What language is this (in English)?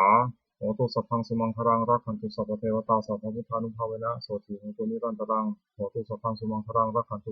Pali